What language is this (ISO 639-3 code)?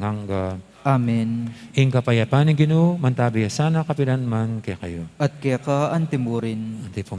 pam